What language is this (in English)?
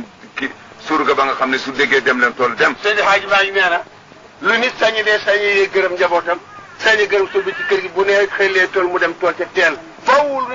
Wolof